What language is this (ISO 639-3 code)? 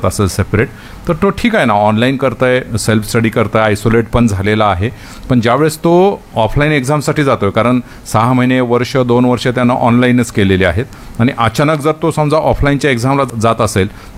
mar